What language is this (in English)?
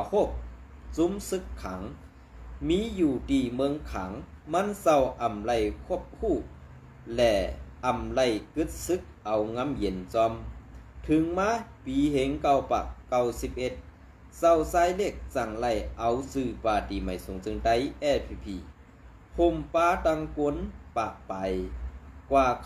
Shan